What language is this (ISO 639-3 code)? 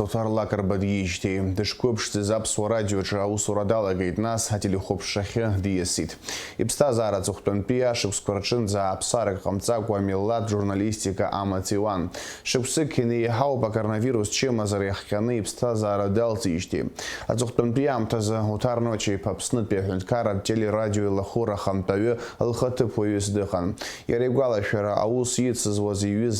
abk